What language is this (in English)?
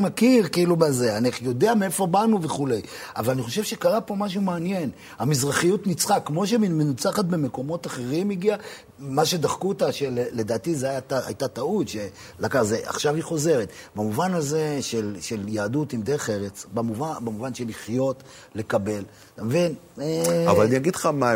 Hebrew